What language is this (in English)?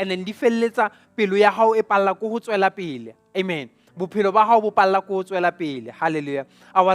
Southern Sotho